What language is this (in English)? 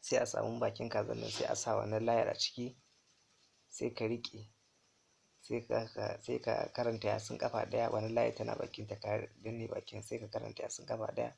Hausa